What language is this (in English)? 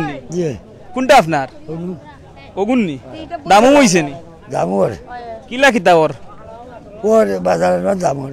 Sylheti